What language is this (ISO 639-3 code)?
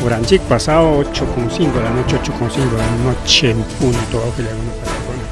quy